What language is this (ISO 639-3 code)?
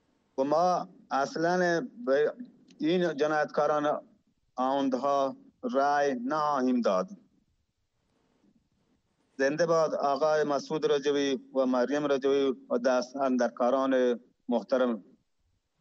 fas